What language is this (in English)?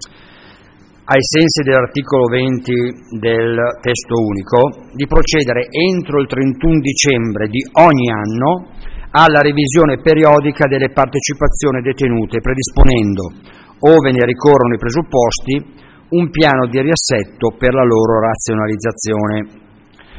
Italian